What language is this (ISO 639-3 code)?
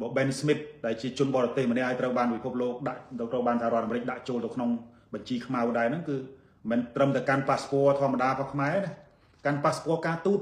khm